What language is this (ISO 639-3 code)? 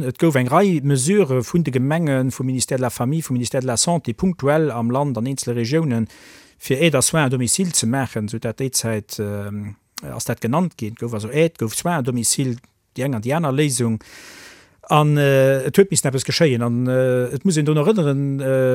ltz